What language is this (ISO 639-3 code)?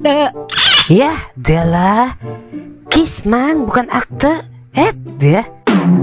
bew